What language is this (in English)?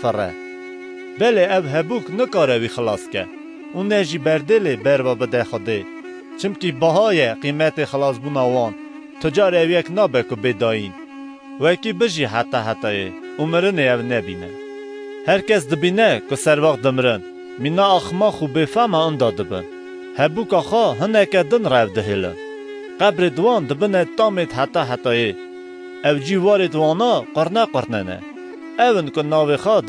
Kurdish